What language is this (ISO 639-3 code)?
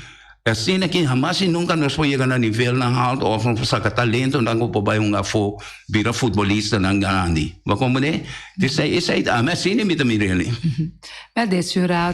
pap